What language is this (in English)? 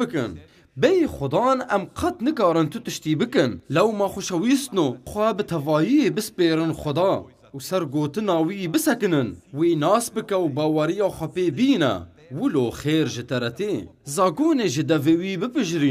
Kurdish